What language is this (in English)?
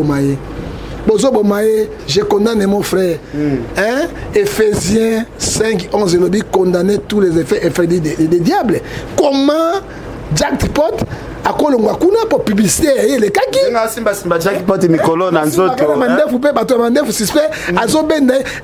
Lingala